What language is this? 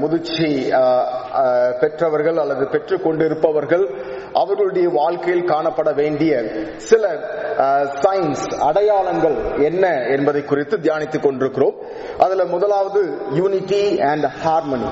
Tamil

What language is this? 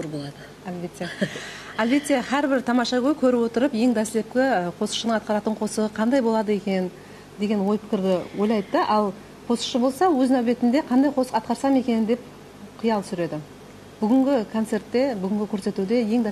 Kara-Kalpak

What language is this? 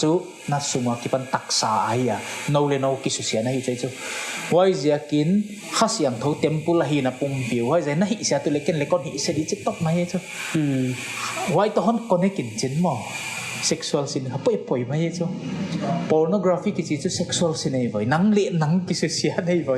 Paite Chin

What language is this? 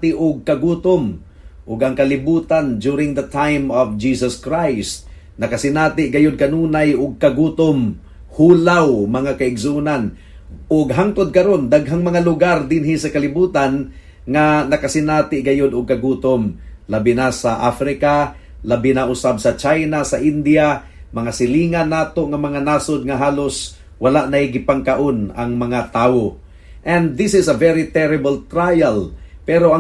Cebuano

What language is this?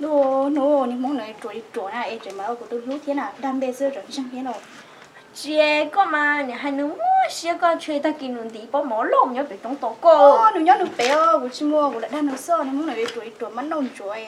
Hmong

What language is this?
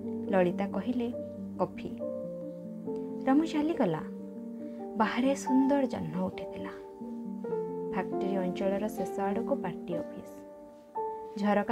Odia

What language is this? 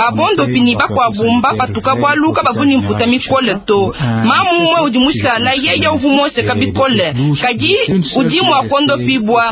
Luba-Lulua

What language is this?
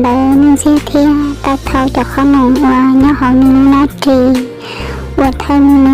Hmong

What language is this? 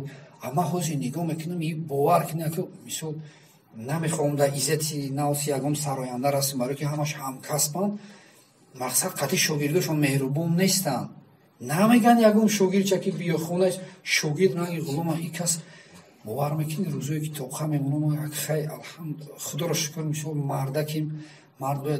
Tajik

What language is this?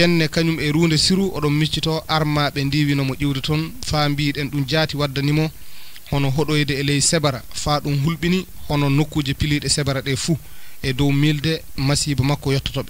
Fula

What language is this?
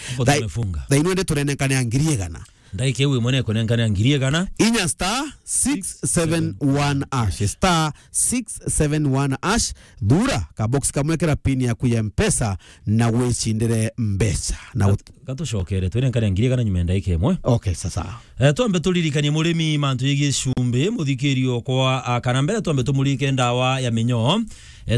Meru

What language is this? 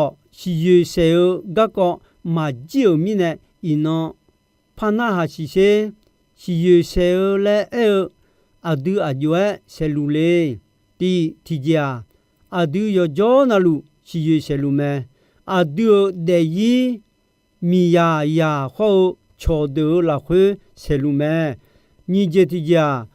Akha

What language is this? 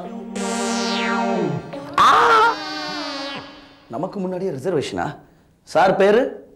Tamil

